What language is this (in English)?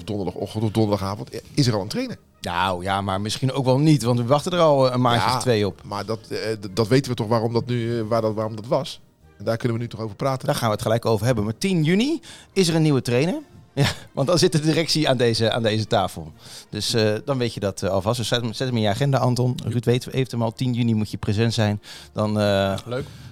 Dutch